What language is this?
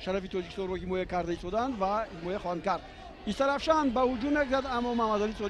Tajik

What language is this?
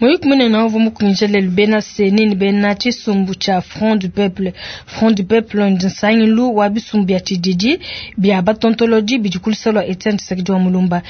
Luba-Lulua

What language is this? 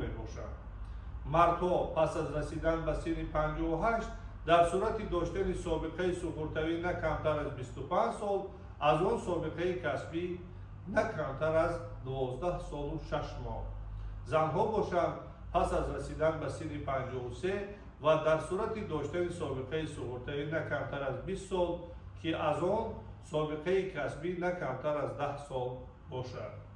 Tajik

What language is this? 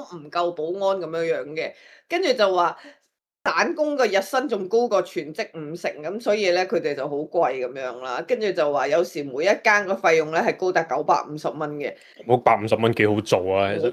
Cantonese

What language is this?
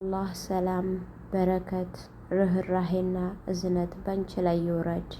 Amharic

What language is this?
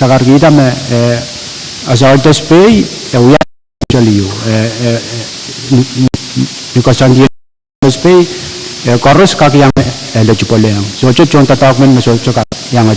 Pohnpeian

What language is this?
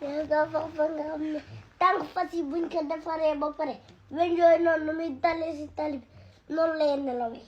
Wolof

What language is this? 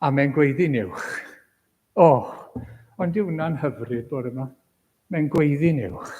Welsh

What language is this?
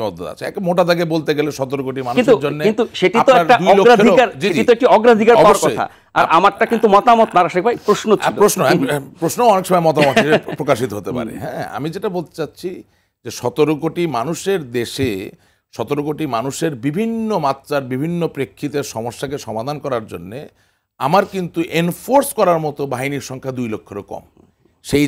Bangla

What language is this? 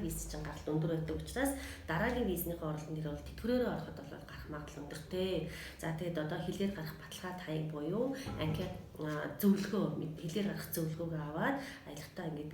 Mongolian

